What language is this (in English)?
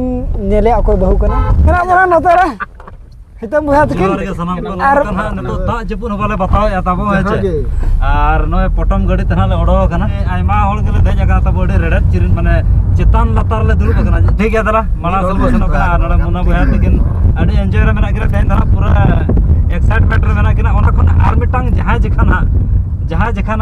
Santali